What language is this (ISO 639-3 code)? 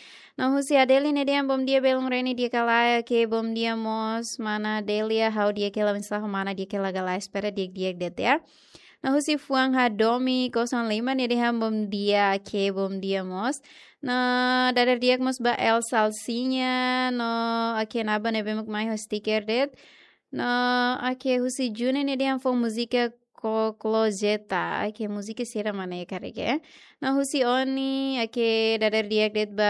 tet